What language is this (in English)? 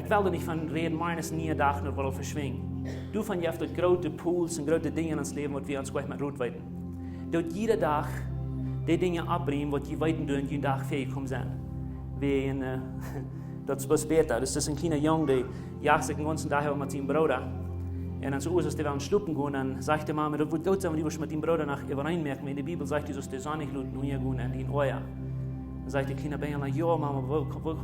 Plautdietsch